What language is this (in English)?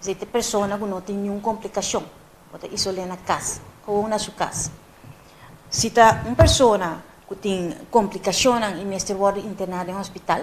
Papiamento